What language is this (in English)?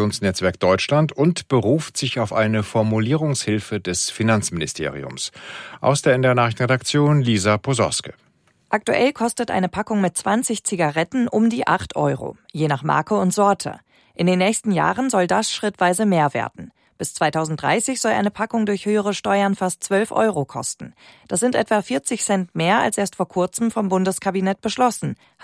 German